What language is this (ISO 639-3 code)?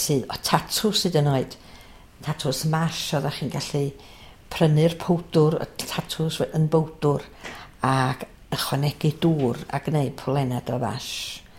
cym